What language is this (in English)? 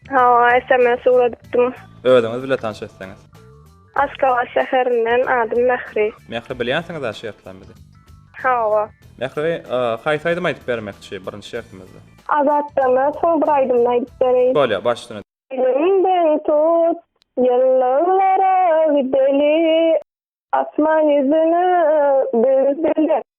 Turkmen